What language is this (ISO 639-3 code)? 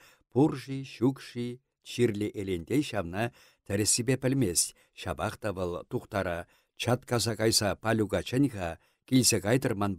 chv